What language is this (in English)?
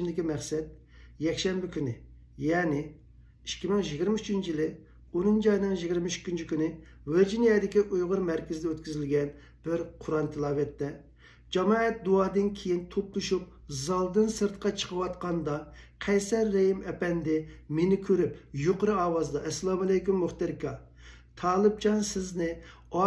Uyghur